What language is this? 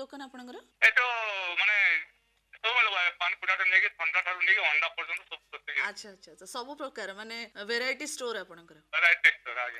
Odia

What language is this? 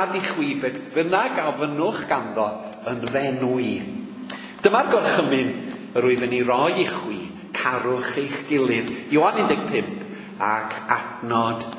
Welsh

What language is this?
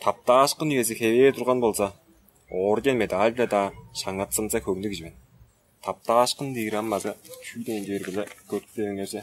Tuvinian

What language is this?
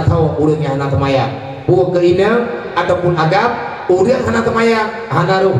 Achinese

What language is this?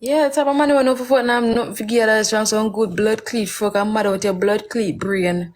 Jamaican Creole English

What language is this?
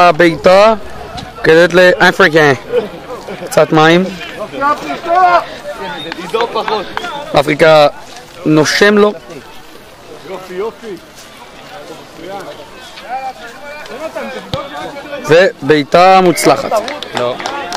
Hebrew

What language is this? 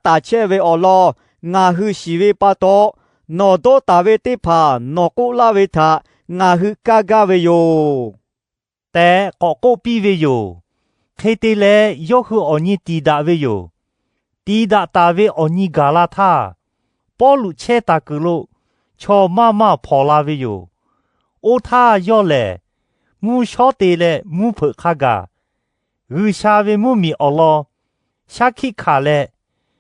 Lahu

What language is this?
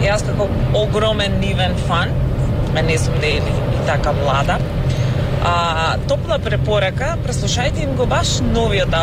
Macedonian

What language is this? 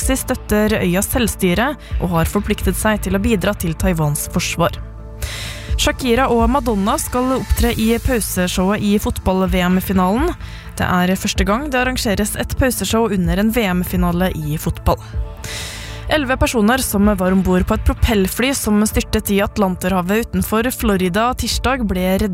Norwegian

